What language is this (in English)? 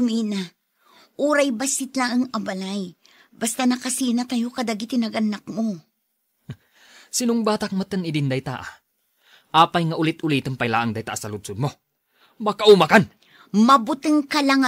Iloko